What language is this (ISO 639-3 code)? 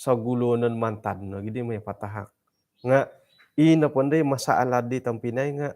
dtp